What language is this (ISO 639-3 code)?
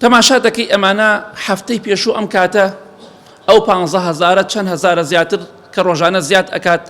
ckb